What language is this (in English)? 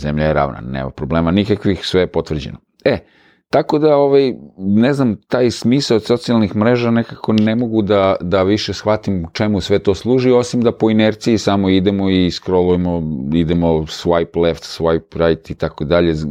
Serbian